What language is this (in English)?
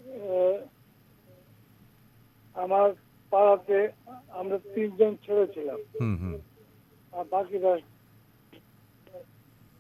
Bangla